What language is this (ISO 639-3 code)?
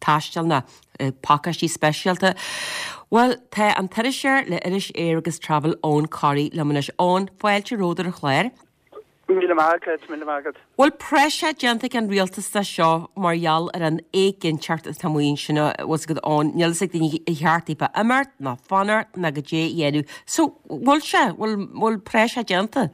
gle